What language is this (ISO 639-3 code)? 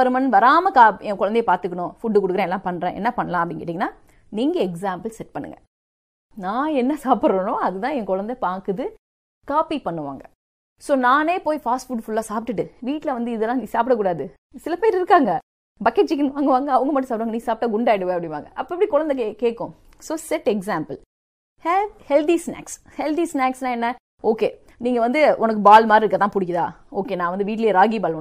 tam